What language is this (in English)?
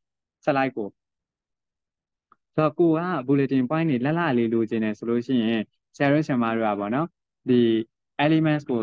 Burmese